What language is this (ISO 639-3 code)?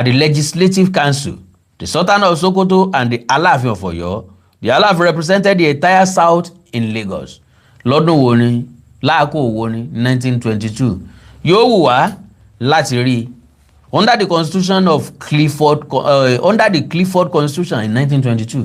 yor